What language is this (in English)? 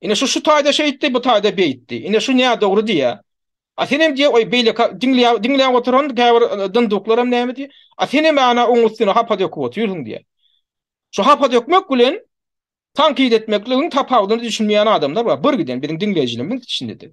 Turkmen